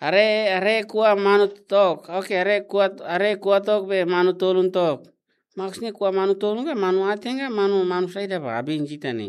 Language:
Tetum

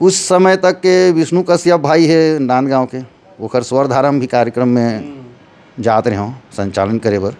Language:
Chhattisgarhi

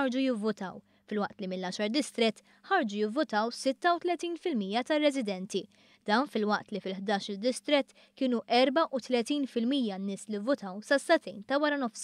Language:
Maltese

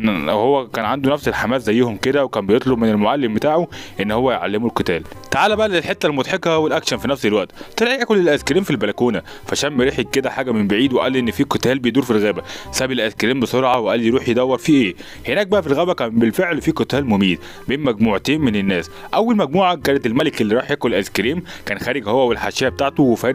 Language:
Egyptian Arabic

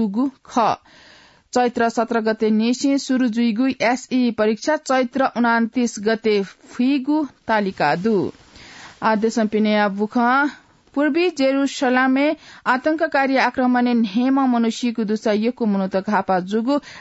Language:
Newari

